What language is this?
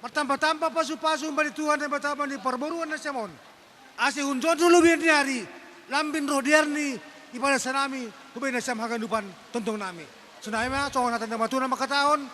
Batak Toba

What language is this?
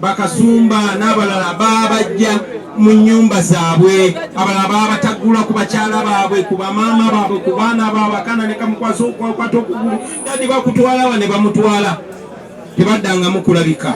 Ganda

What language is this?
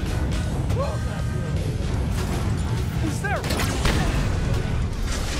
English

